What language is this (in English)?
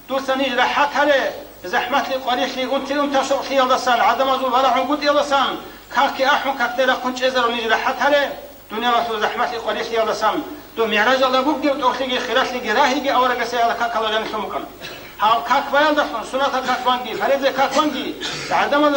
Avaric